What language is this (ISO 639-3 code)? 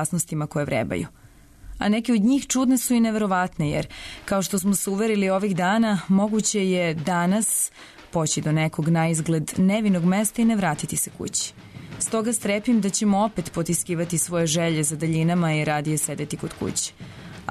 srp